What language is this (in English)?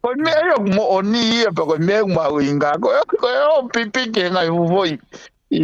Tongan